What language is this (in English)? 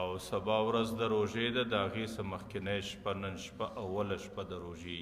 Pashto